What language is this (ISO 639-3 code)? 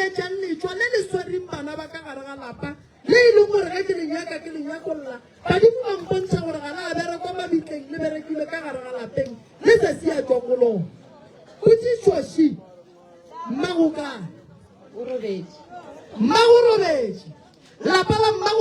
nso